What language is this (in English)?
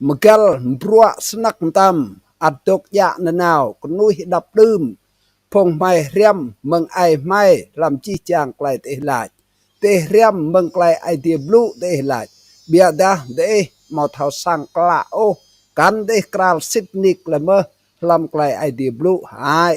Rade